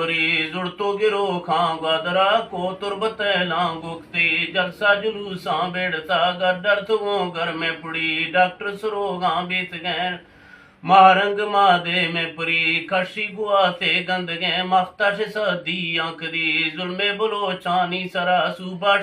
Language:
Eastern Balochi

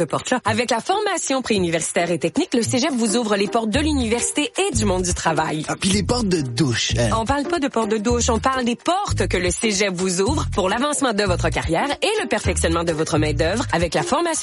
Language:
French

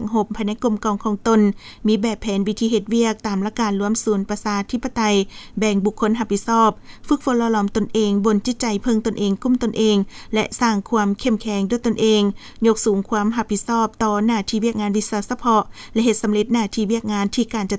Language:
Lao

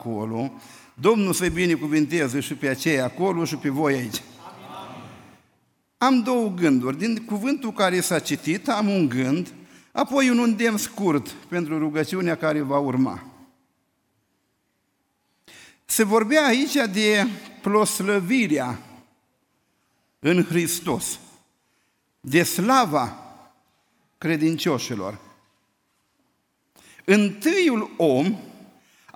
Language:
Romanian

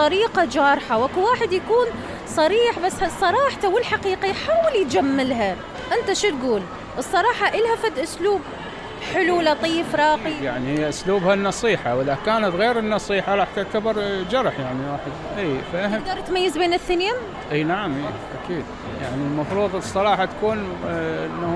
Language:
Mesopotamian Arabic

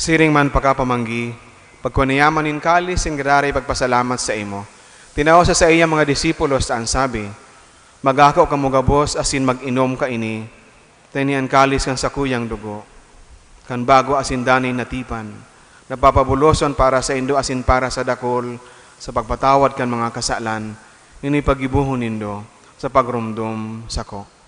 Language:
Bikol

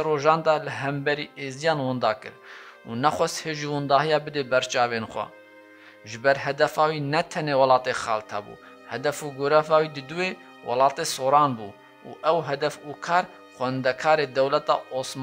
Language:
Kurdish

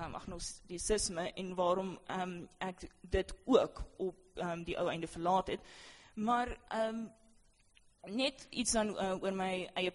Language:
Afrikaans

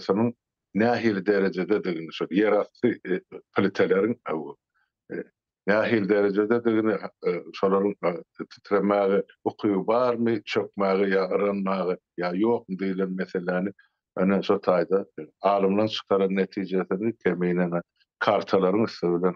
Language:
Turkmen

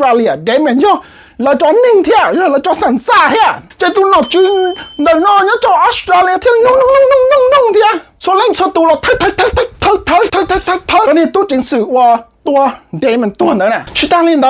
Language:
Hmong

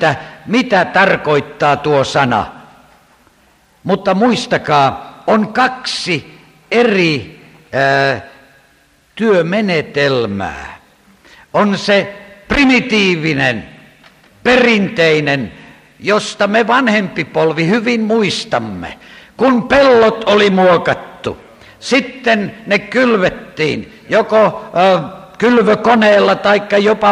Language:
Finnish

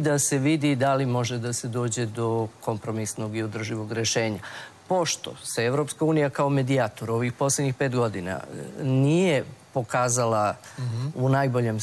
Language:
Serbian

